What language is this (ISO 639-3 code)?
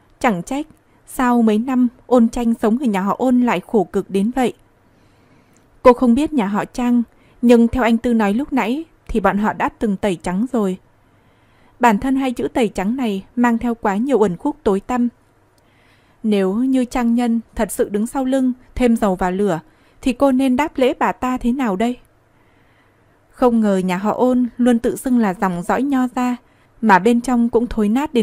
vie